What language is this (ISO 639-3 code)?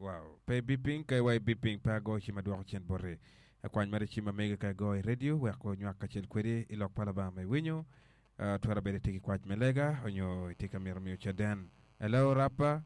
ach